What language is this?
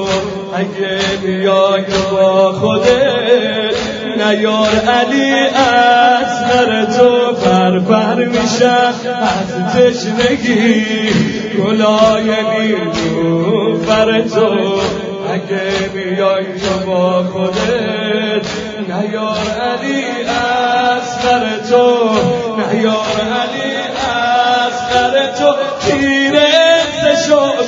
Persian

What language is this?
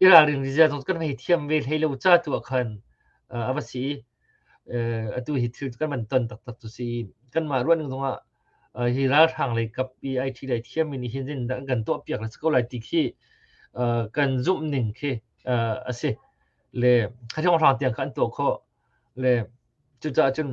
Hakha Chin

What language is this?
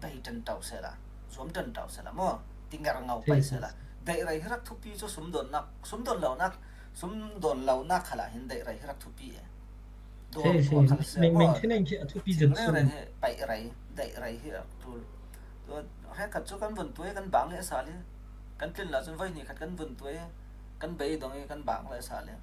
Falam Chin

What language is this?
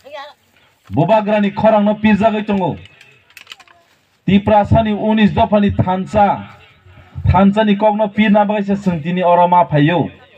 Kok Borok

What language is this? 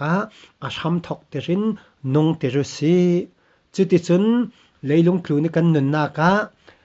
Falam Chin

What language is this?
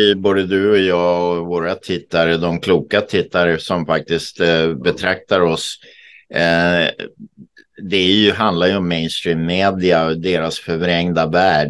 Swedish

